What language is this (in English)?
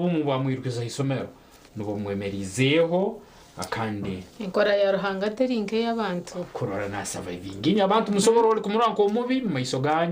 Nyankole